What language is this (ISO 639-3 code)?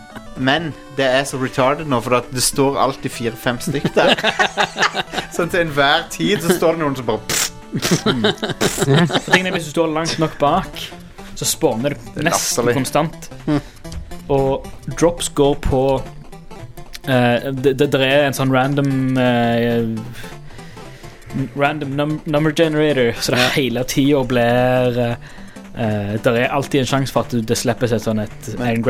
nor